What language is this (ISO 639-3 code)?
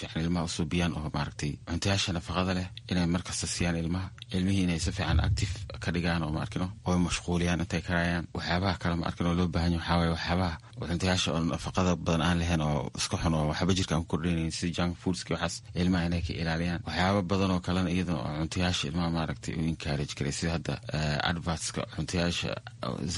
som